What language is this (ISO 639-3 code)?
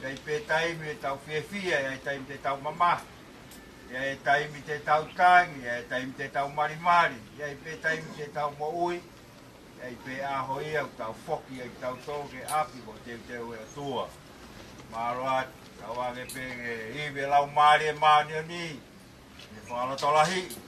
ton